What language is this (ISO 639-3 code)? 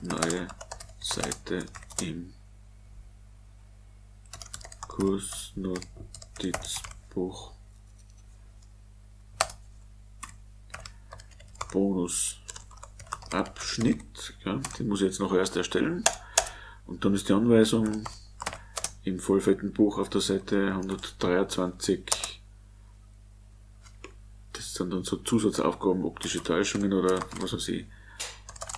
deu